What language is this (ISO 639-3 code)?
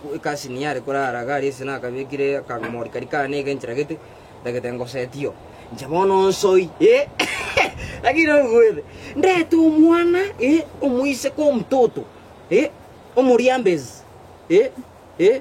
guz